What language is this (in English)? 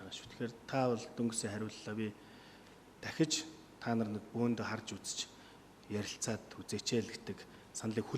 Mongolian